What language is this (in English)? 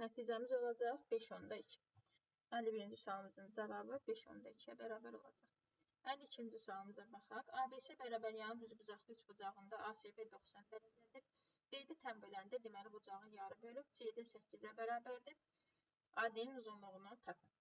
Azerbaijani